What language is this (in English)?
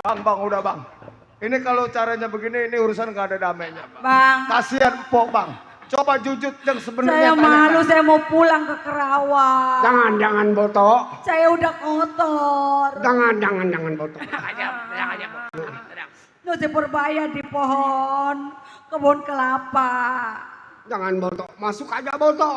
Betawi